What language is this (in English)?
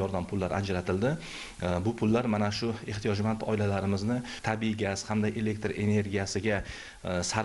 Uzbek